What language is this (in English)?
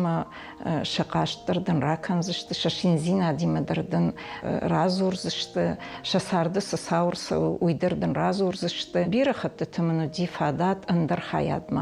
Ossetic